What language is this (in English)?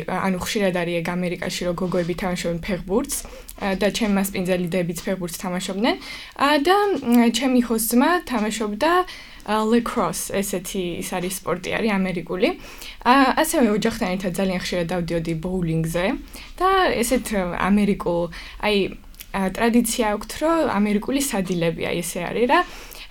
Georgian